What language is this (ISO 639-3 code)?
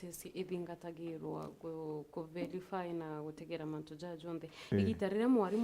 mer